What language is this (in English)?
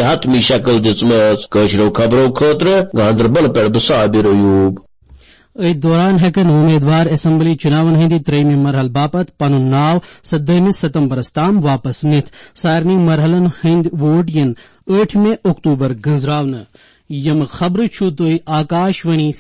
Kashmiri